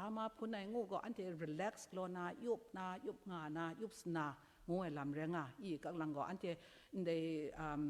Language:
Kachin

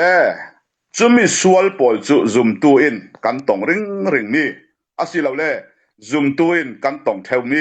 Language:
Falam Chin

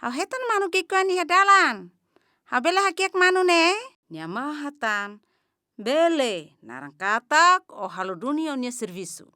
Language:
Tetum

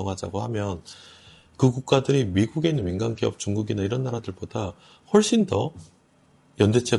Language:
Korean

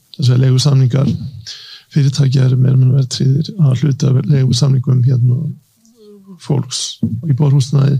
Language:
Icelandic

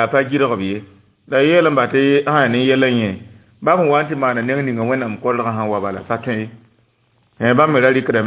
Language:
Mossi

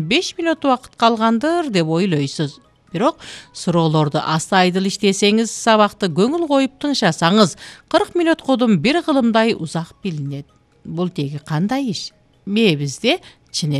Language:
Kyrgyz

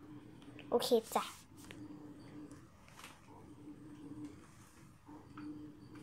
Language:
Thai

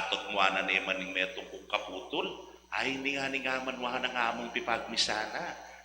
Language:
Pampanga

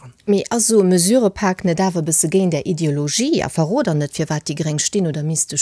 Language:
Luxembourgish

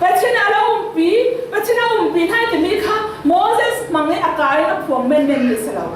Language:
Falam Chin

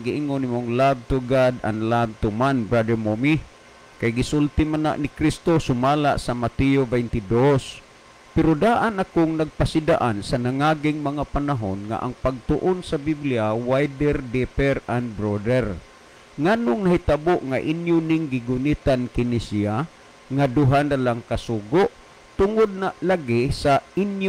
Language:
Cebuano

